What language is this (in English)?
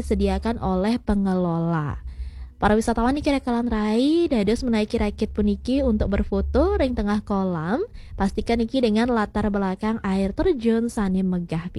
Balinese